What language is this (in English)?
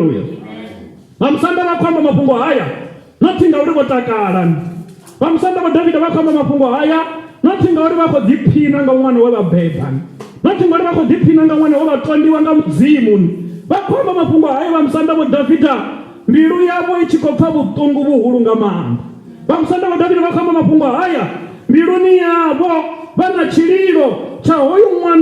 Venda